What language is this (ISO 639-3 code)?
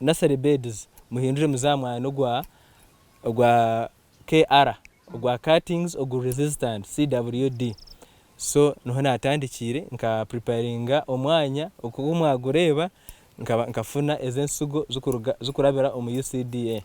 nyn